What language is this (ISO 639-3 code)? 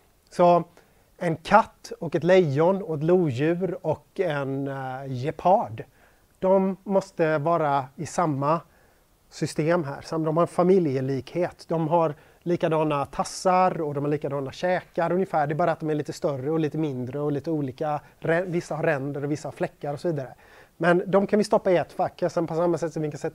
swe